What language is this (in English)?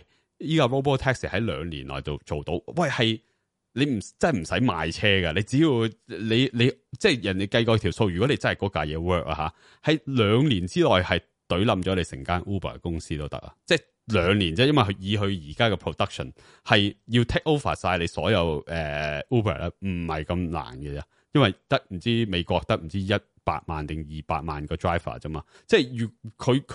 Cantonese